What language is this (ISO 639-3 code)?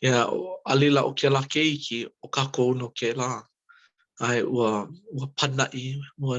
haw